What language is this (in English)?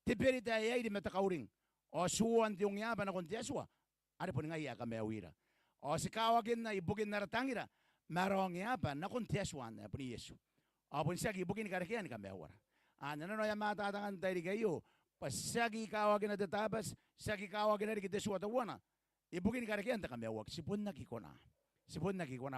Gilbertese